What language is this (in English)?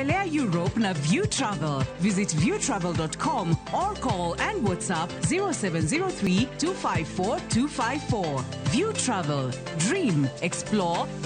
Luo (Kenya and Tanzania)